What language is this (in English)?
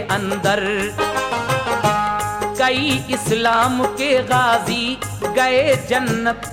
Hindi